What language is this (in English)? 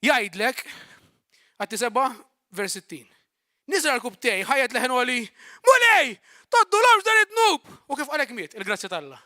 Maltese